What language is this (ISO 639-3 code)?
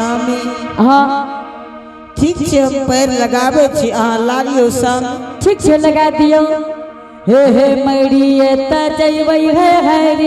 anp